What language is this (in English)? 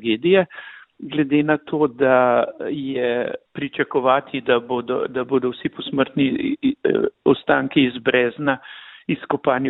Slovenian